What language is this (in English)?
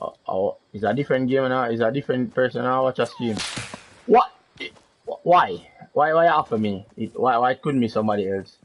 Jamaican Creole English